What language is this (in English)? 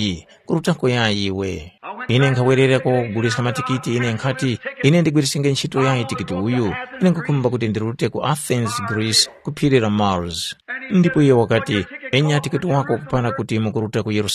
Tumbuka